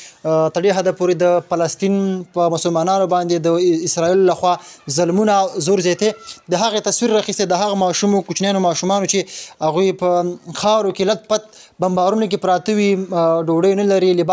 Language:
Pashto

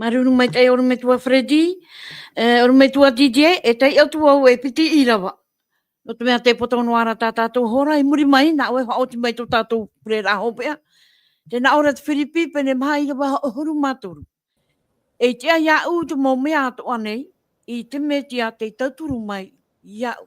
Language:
Tahitian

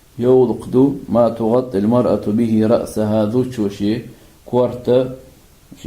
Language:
Chechen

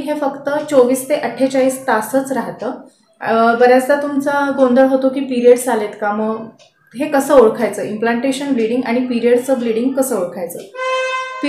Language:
Marathi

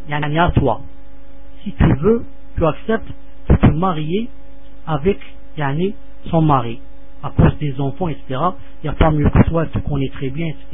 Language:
French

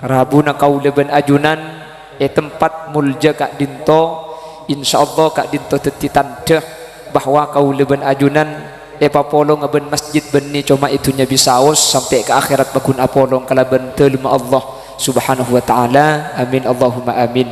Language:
Madurese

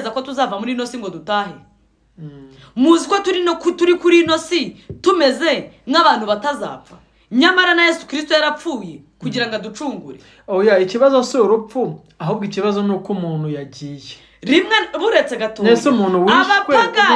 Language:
Kinyarwanda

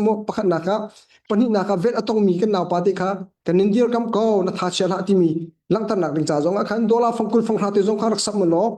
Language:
Hakha Chin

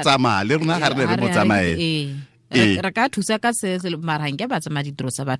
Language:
Tswana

